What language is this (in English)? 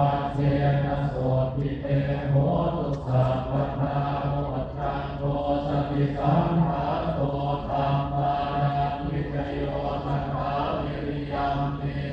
Pali